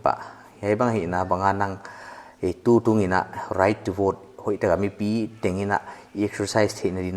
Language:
Paite Chin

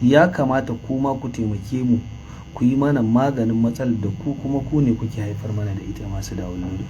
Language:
Hausa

